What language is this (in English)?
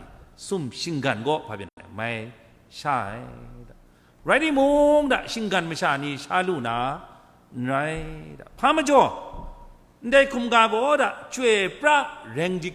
Kachin